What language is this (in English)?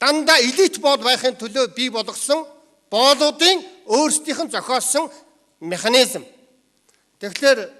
Mongolian